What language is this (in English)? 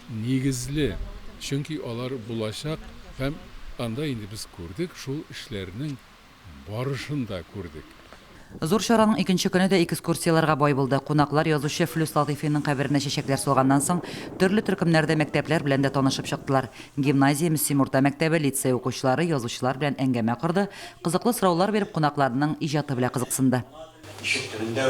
Tatar